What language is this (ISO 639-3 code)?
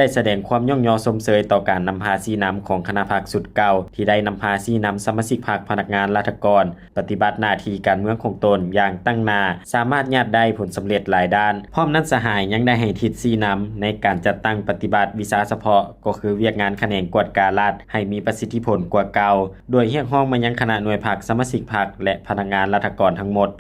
lao